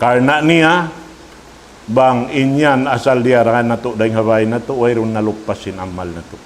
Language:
Tausug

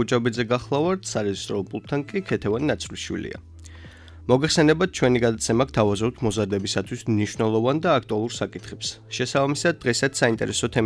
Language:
Georgian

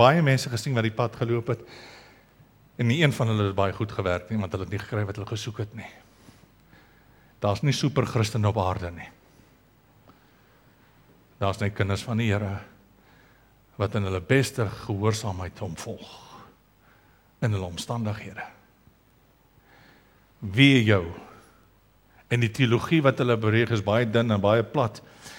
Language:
Afrikaans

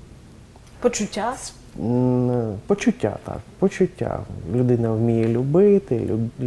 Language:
Ukrainian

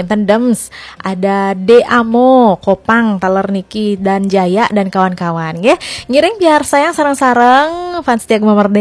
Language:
Balinese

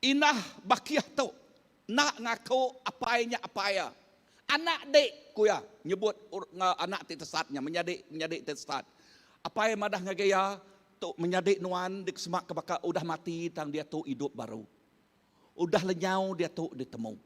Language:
Iban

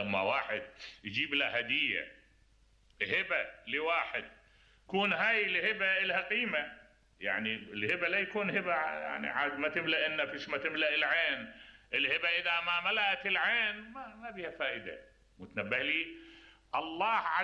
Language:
Mesopotamian Arabic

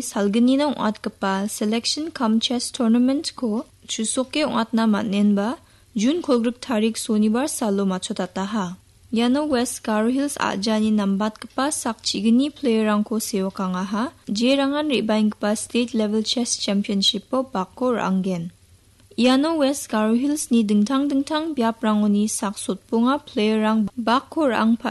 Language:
Garo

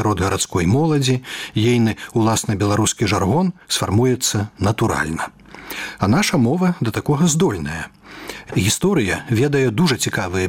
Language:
Belarusian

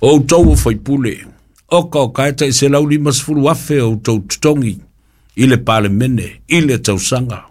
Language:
Samoan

